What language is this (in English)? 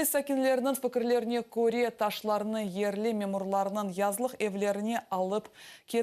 Crimean Tatar